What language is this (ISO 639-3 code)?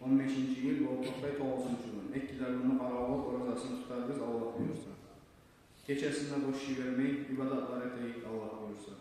kum